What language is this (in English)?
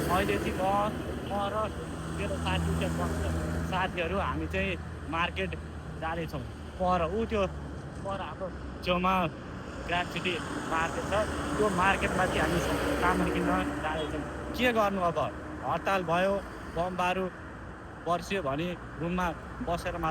Nepali